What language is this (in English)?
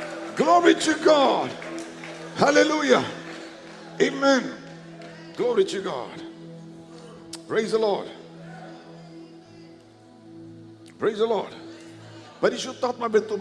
Malayalam